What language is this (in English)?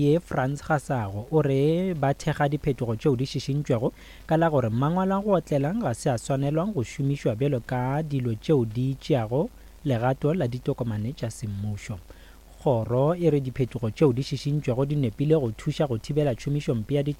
Northern Sotho